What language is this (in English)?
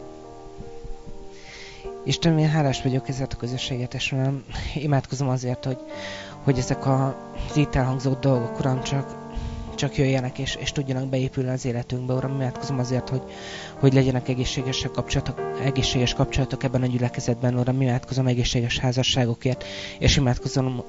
Hungarian